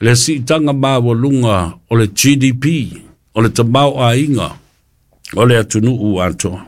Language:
Samoan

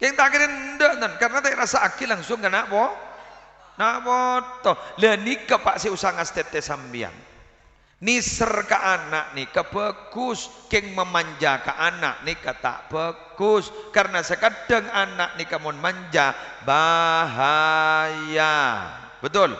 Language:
Madurese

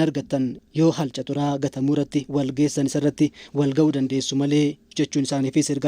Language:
Oromo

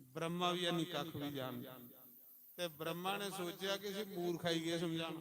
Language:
Dogri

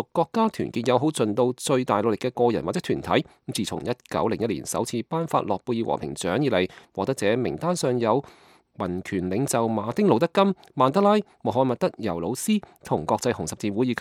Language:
Cantonese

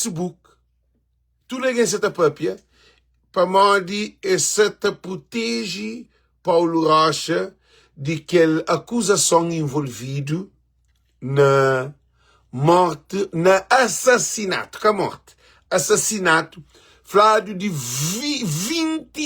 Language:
Kabuverdianu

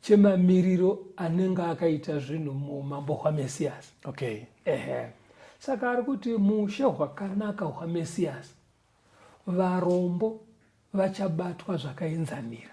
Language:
Shona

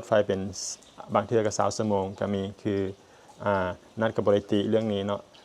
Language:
Lao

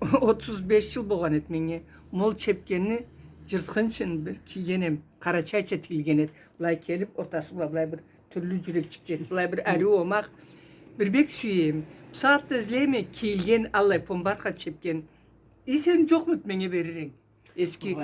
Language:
Karachay-Balkar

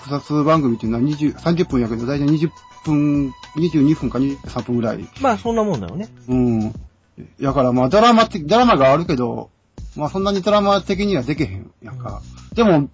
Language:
Japanese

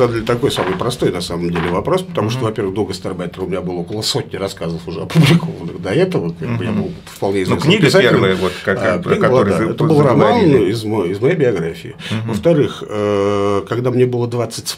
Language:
Russian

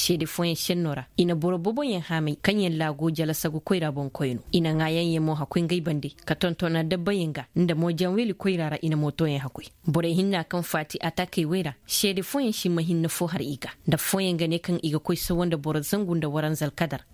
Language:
Koyraboro Senni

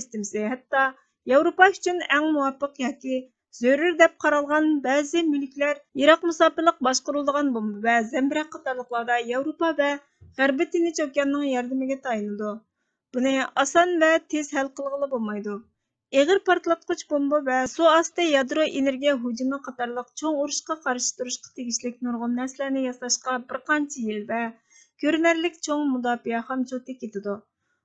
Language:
Uyghur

